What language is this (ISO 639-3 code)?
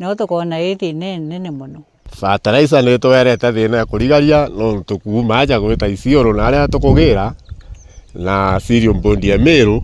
mer